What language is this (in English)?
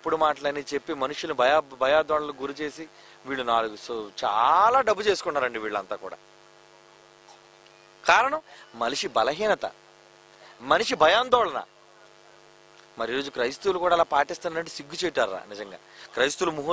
Telugu